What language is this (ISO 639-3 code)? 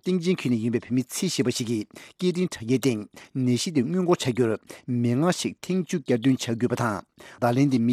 bod